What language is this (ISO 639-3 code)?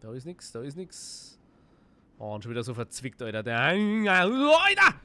bar